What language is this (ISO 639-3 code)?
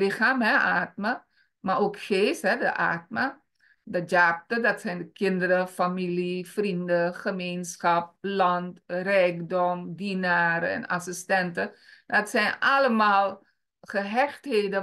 nld